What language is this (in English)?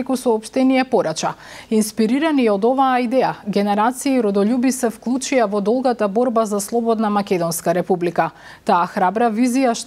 Macedonian